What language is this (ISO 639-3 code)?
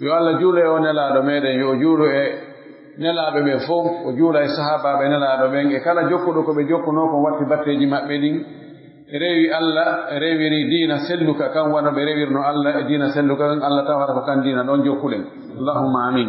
fuf